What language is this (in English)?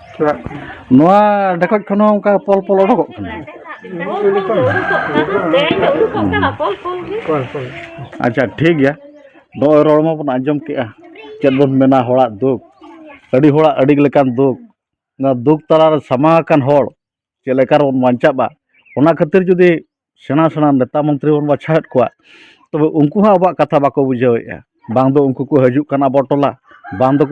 Santali